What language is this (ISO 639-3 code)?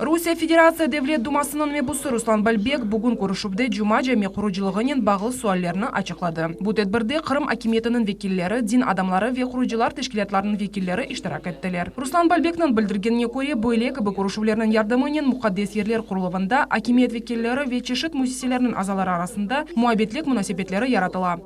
crh